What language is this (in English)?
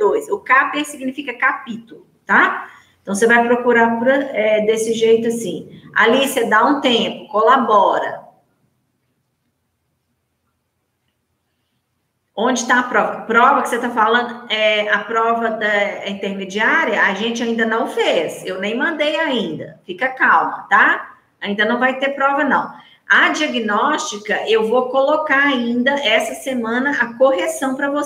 Portuguese